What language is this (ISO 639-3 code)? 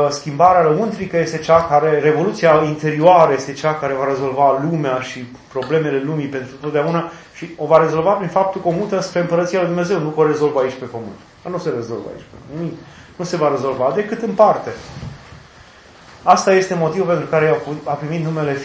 ron